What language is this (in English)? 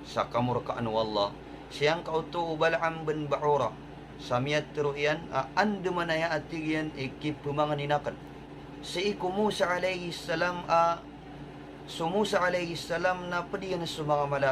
Maranao